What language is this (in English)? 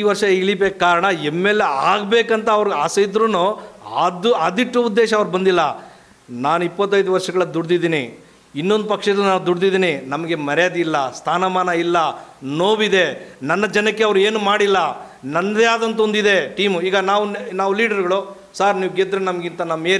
Kannada